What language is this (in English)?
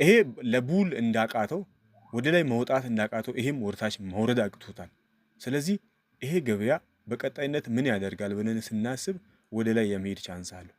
Amharic